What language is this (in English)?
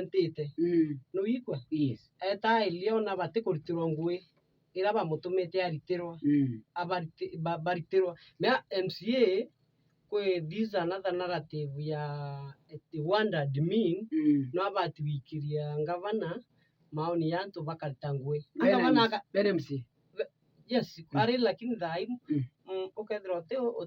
Meru